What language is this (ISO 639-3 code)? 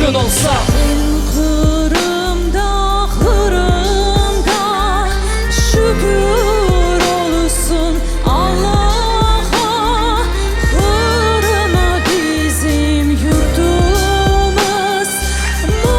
crh